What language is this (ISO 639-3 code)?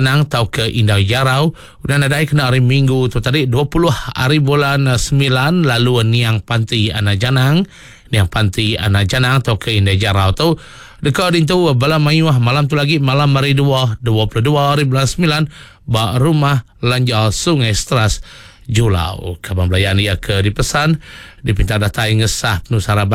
iba